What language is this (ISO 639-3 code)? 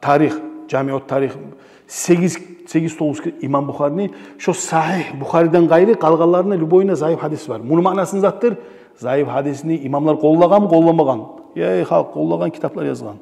kum